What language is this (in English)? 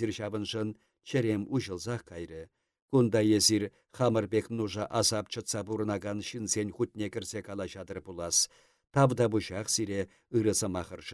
Chuvash